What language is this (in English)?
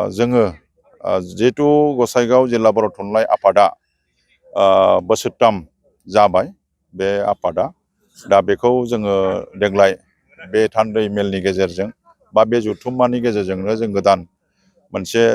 Bodo